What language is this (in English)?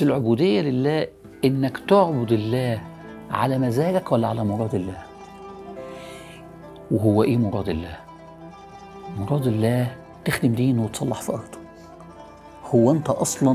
Egyptian Arabic